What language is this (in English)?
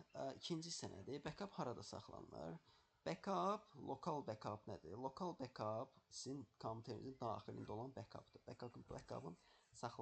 Azerbaijani